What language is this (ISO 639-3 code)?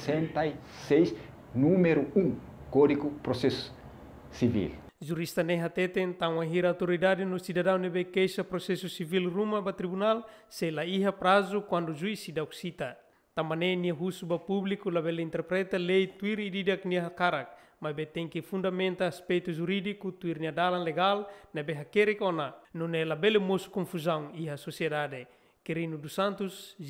tet